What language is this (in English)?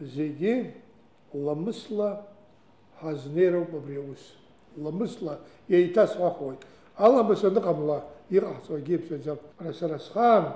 Abkhazian